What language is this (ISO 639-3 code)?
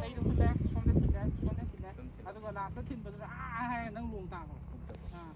mni